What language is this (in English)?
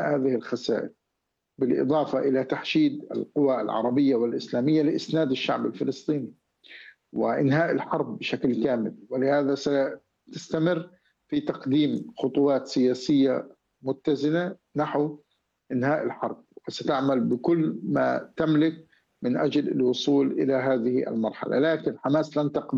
Arabic